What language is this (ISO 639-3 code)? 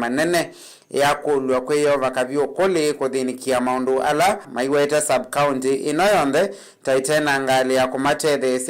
kam